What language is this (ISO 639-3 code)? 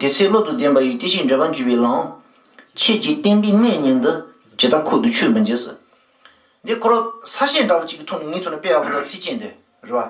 bod